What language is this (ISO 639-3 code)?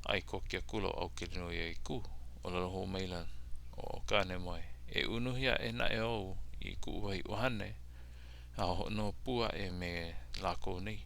haw